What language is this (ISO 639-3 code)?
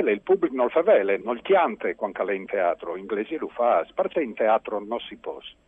fur